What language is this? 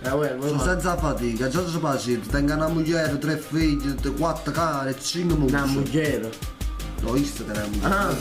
Neapolitan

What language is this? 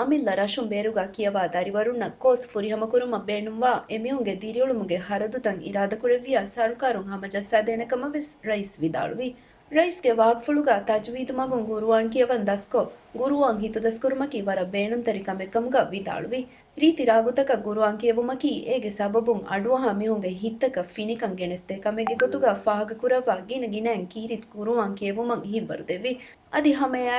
Divehi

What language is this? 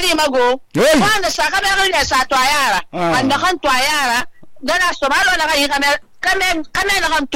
Susu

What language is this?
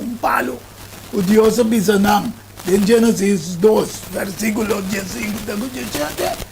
Papiamento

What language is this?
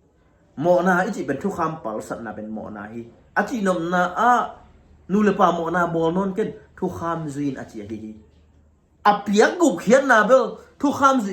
Tedim Chin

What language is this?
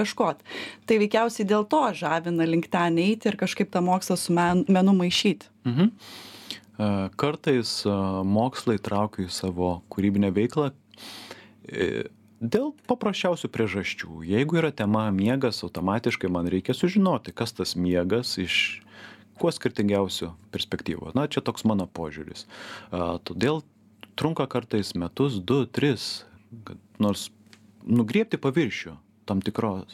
Lithuanian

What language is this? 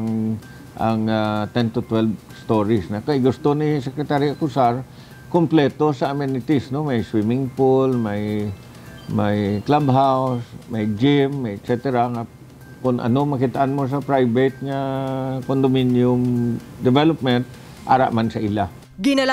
Hiligaynon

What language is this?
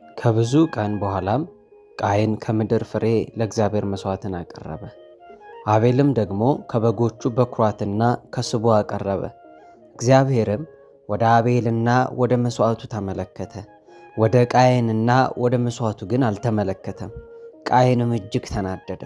Amharic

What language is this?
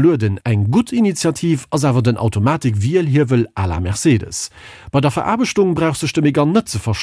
Luxembourgish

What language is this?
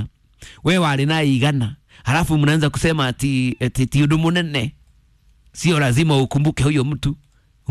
Kikuyu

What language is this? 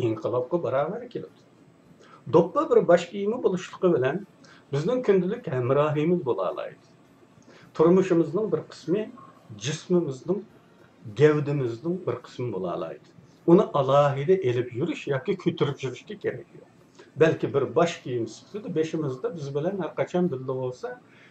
Uyghur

